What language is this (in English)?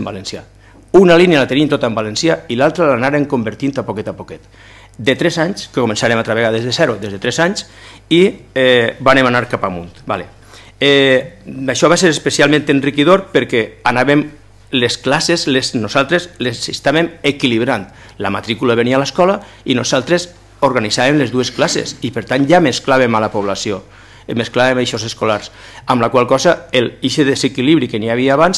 Catalan